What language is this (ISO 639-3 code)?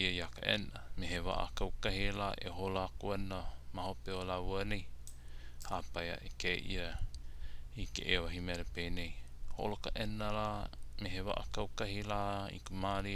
haw